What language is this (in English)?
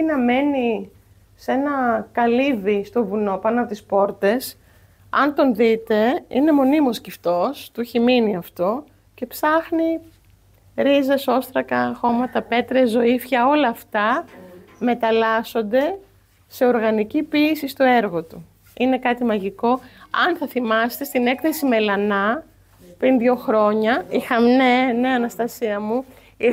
Greek